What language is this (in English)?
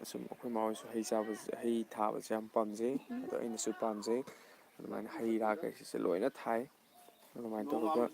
Manipuri